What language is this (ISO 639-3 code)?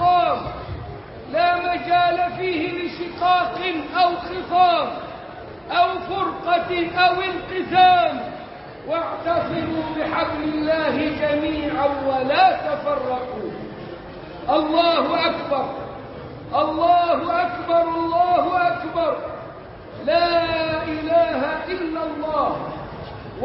ara